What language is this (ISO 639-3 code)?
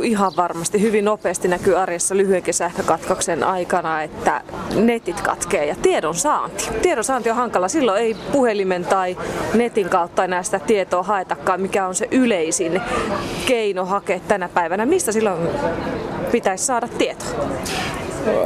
fin